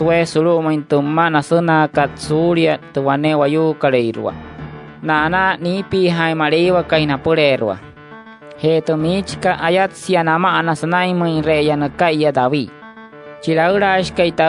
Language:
Wayuu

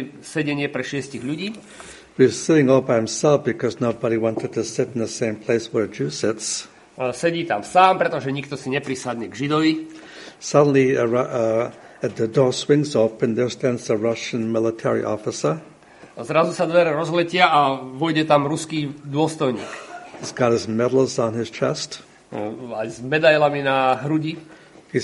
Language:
Slovak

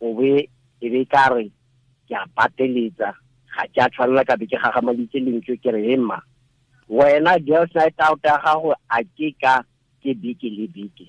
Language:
Tswana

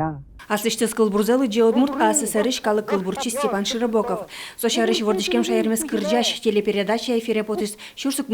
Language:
Udmurt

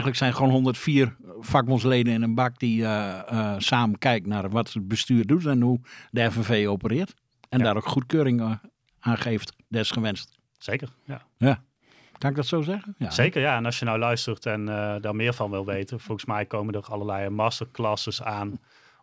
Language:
Dutch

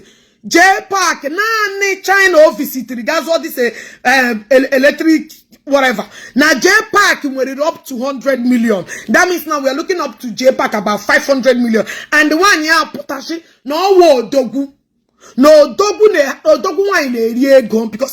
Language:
Igbo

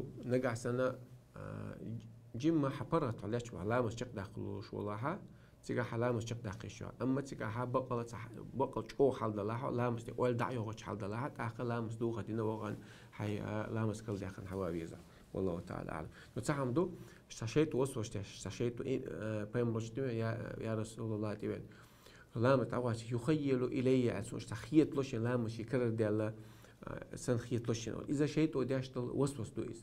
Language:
Chechen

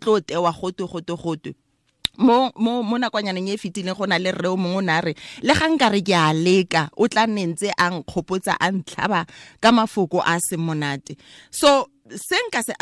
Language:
Tswana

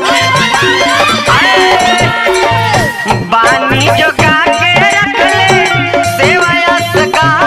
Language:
Bhojpuri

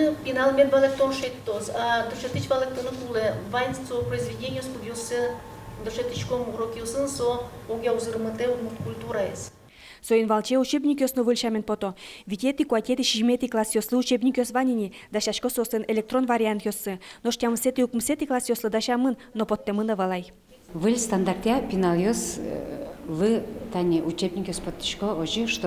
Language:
Udmurt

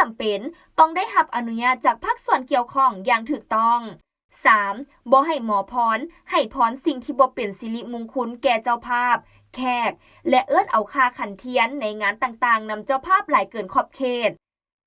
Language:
Lao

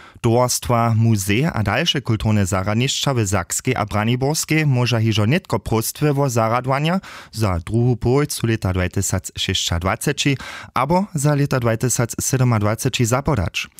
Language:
Upper Sorbian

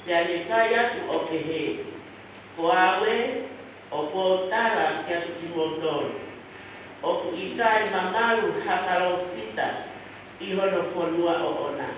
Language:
Tongan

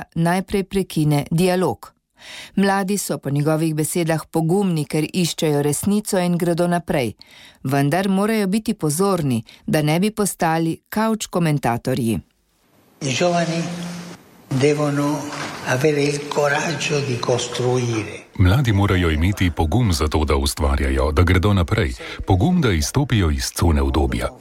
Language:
Slovenian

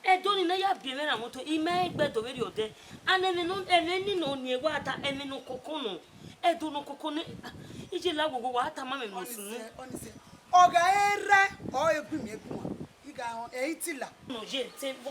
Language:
Bini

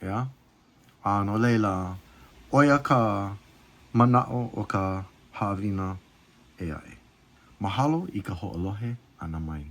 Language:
Hawaiian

